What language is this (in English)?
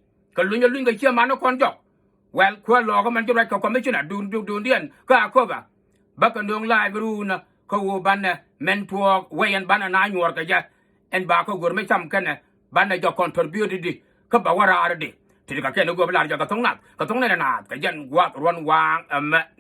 Nuer